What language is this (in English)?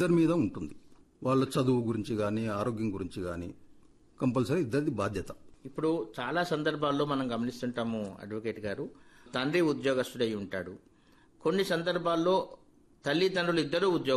Telugu